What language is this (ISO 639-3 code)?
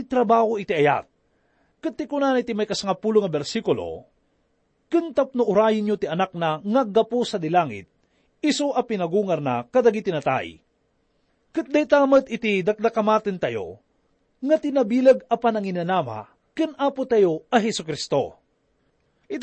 ilo